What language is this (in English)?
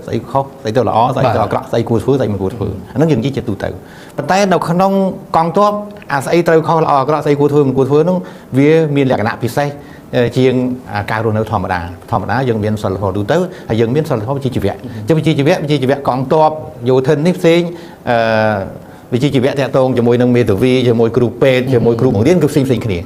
Khmer